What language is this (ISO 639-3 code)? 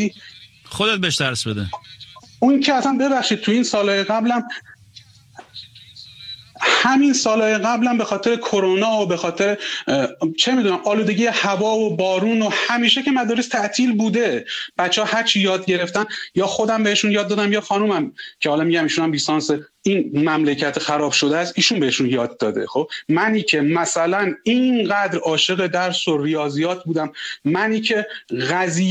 fas